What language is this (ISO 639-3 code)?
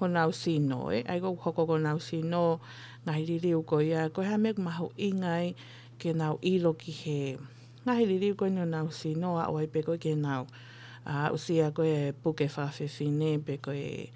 ton